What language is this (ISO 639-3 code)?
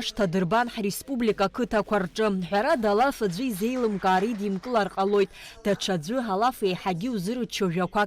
abk